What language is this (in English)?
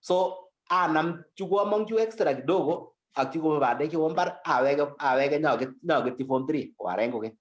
Kalenjin